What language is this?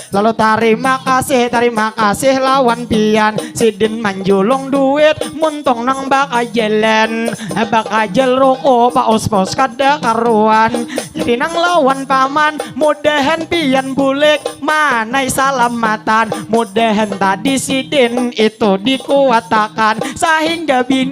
Banjar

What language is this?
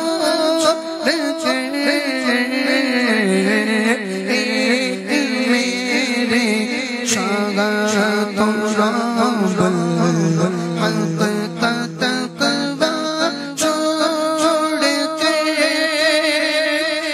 Urdu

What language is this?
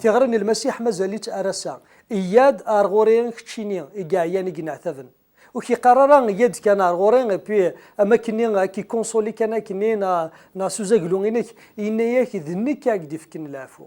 Kabyle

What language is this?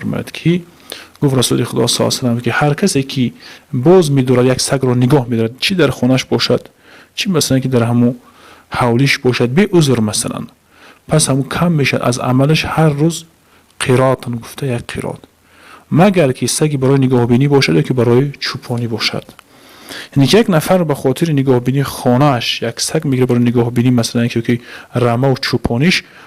Tajik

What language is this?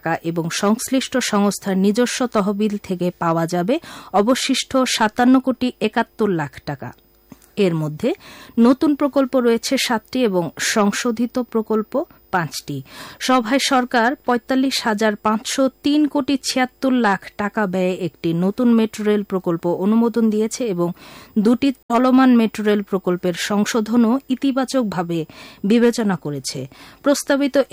Bangla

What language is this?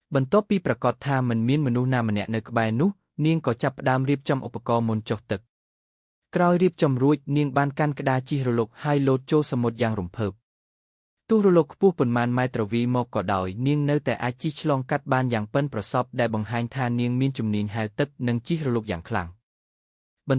Khmer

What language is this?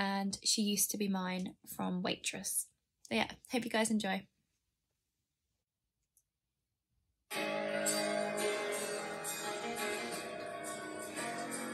English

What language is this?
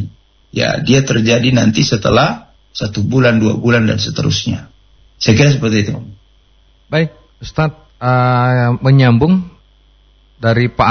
Indonesian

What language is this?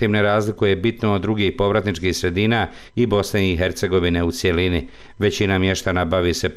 Bosnian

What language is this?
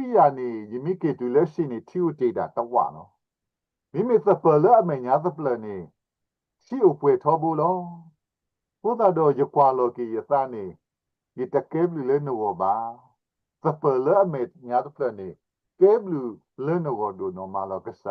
S'gaw Karen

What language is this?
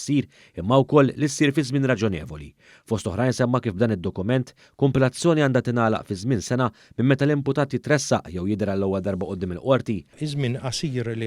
Maltese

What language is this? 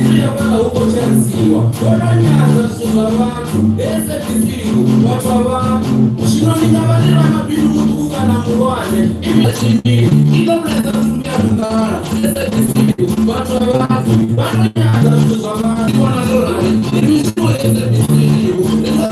Venda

